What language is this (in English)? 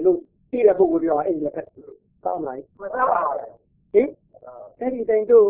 Burmese